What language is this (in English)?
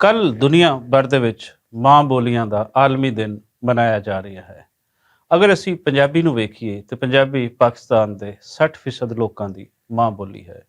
Western Panjabi